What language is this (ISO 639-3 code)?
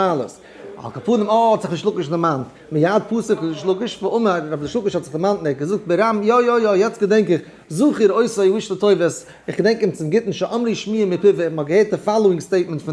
yid